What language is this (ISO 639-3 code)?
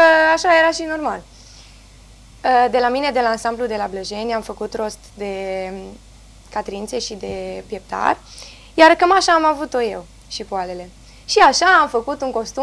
ron